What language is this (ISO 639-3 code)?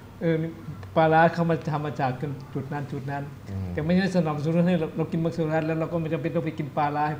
tha